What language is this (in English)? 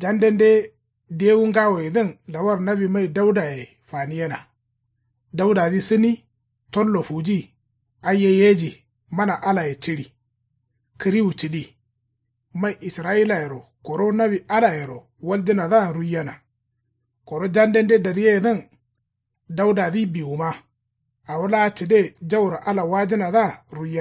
Kanuri